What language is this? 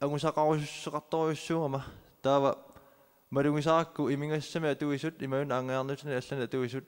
Kalaallisut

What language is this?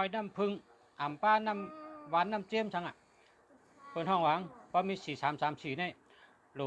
Shan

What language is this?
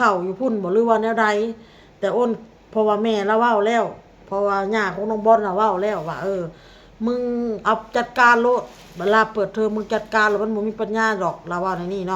Northeastern Thai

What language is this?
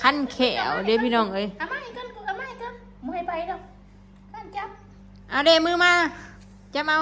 Northeastern Thai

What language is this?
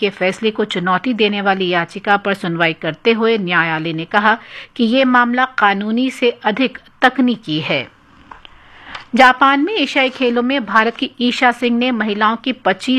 Hindi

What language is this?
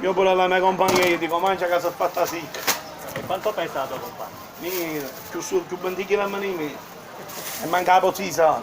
Sicilian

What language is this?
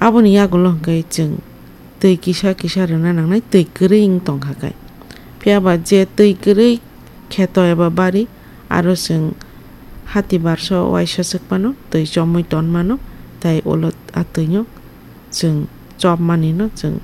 Kok Borok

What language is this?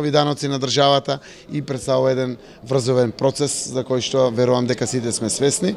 Macedonian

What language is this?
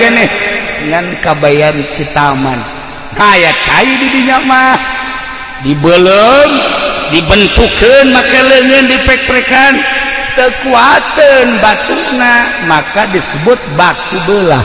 Sundanese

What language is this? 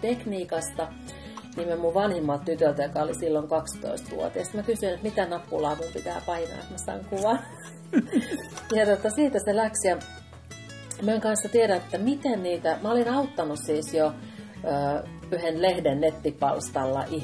Finnish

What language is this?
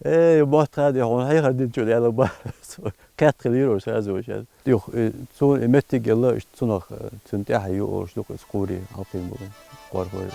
Chechen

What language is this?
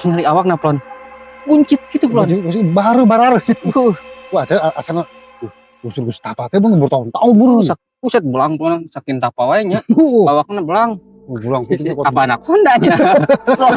Sundanese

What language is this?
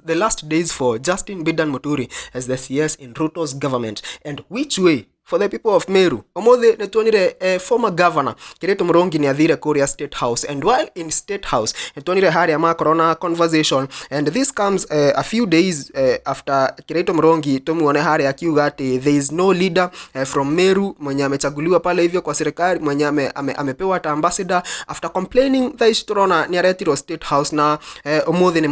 Kikuyu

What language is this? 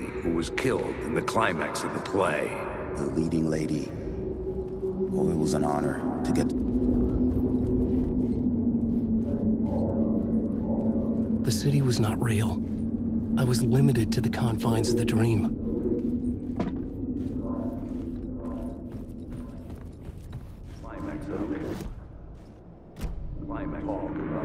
English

